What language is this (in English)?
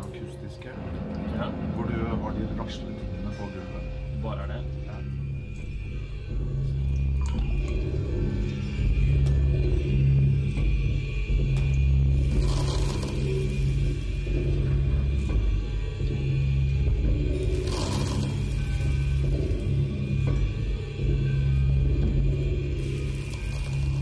Norwegian